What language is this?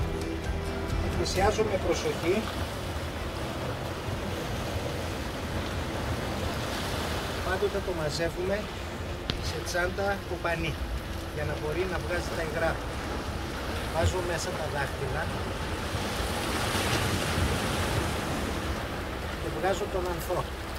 Greek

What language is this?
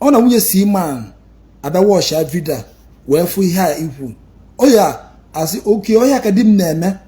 Igbo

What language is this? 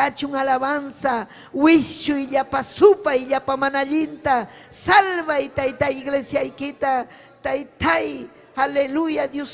Ayacucho Quechua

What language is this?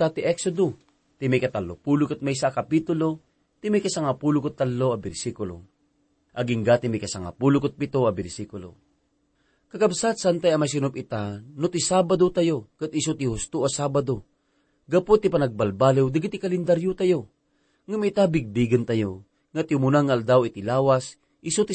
Iloko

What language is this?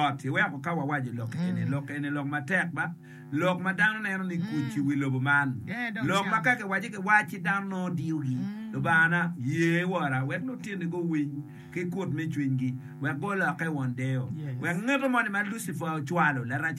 Acoli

